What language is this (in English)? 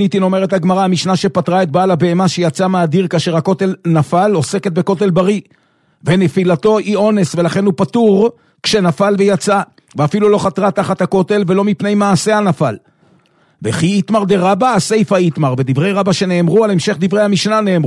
Hebrew